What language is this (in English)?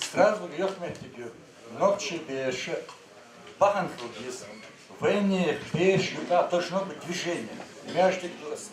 Chechen